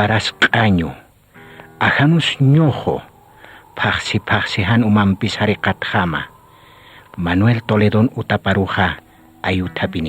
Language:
Aymara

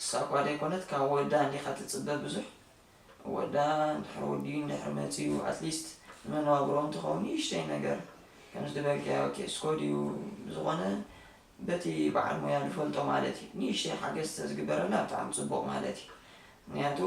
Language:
Tigrinya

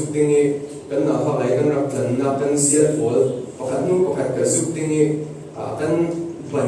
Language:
Falam Chin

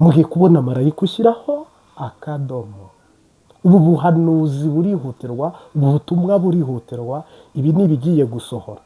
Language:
Kinyarwanda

